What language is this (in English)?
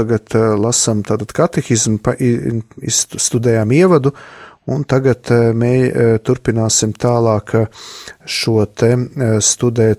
Latvian